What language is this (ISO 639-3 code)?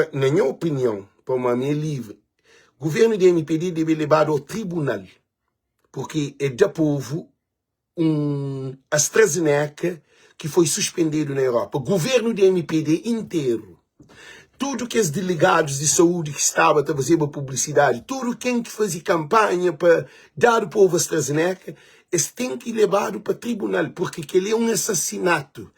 kea